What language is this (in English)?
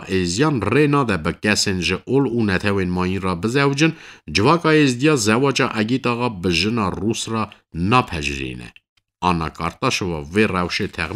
Kurdish